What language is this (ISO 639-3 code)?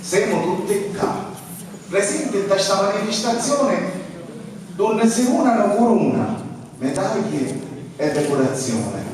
scn